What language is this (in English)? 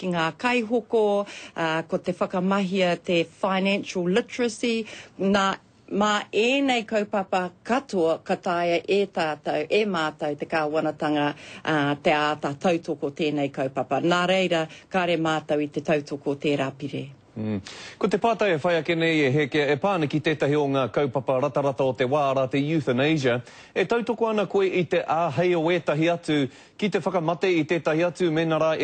Māori